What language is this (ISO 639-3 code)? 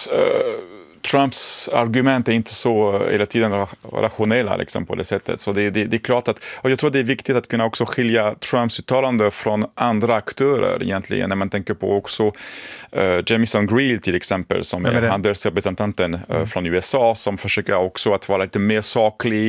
swe